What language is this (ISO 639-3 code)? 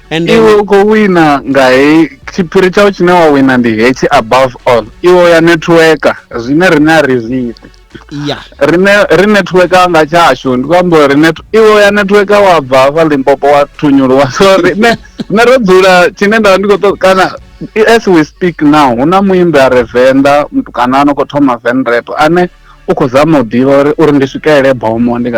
ven